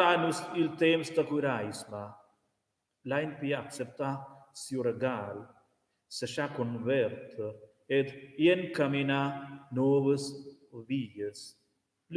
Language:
Romansh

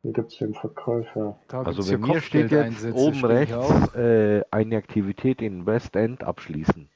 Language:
Bavarian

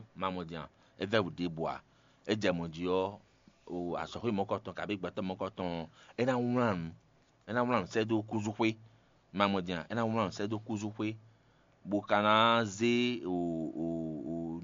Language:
Fon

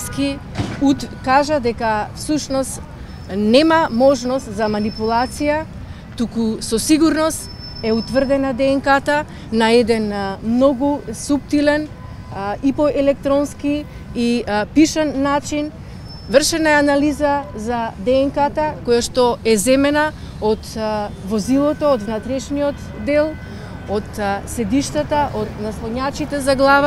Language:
Macedonian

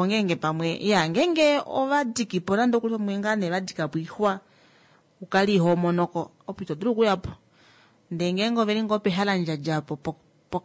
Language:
Kuanyama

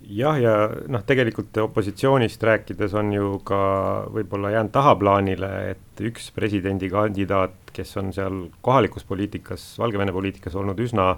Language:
Estonian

